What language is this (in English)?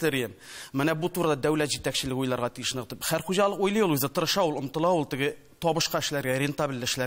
Tatar